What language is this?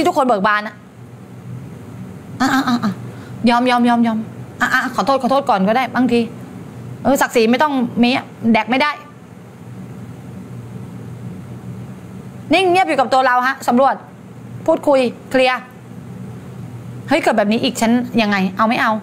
Thai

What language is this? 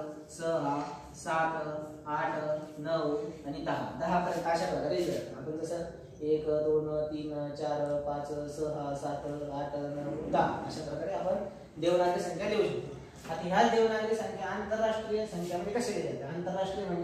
Marathi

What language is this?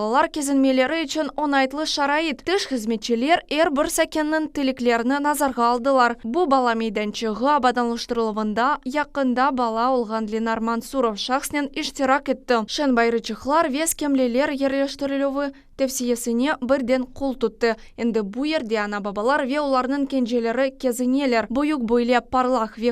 Crimean Tatar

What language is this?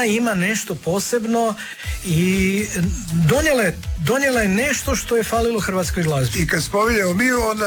Croatian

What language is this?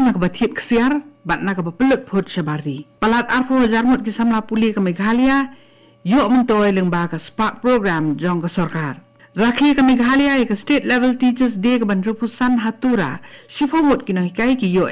Khasi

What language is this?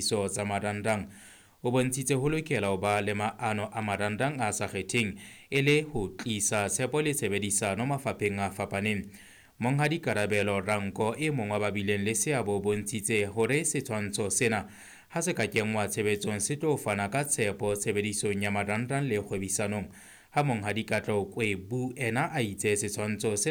Southern Sotho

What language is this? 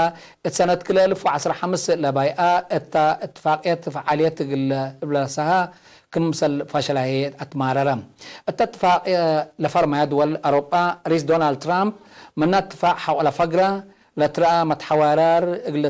Tigre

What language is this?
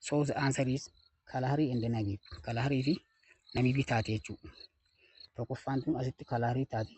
Oromo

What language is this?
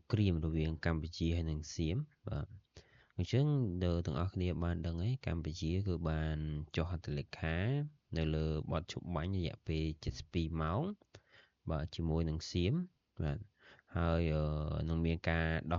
Khmer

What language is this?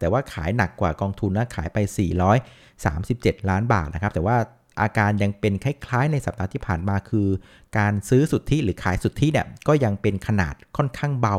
Thai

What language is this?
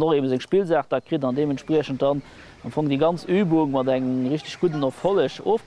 Luxembourgish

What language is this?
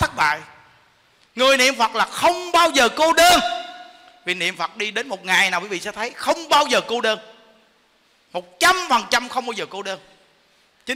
Vietnamese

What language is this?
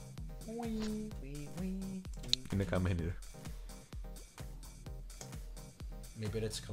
Greek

